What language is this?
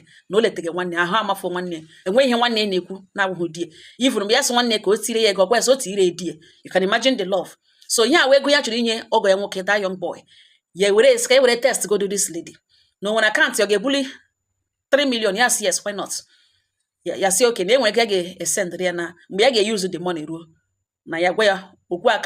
Igbo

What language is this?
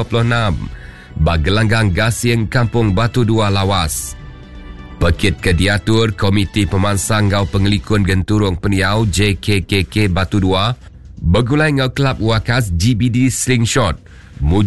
Iban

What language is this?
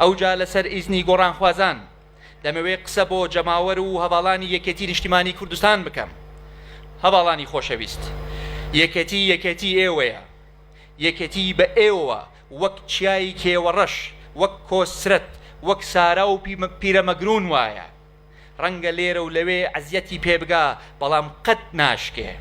Central Kurdish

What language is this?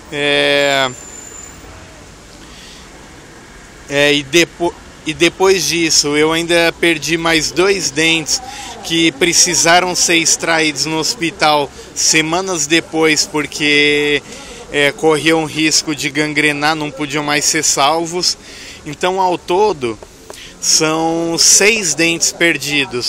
Portuguese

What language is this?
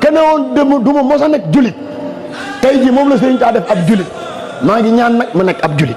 Wolof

